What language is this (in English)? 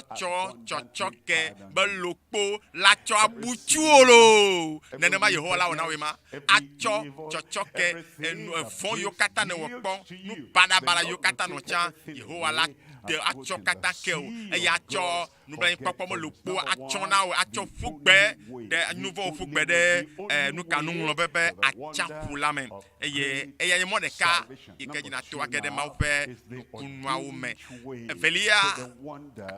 Ewe